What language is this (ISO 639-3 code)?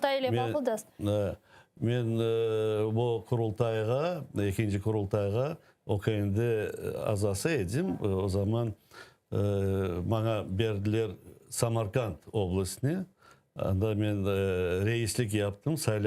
crh